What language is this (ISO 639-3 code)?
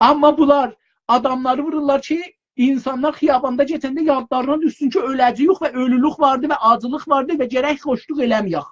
azb